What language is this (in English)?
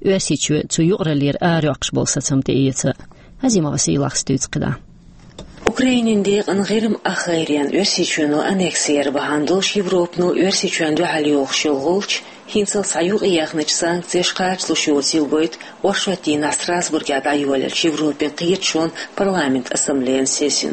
Chechen